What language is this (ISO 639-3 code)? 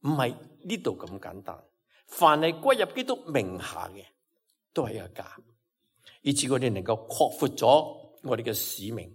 yue